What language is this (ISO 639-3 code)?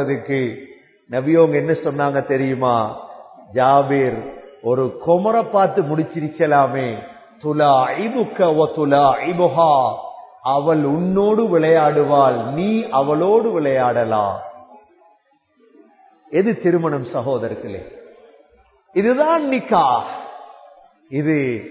tam